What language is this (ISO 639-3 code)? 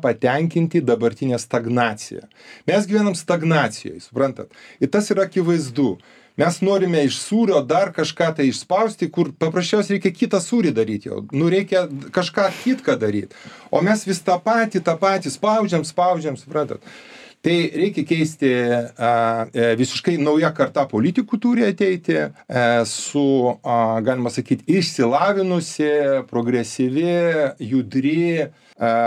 lit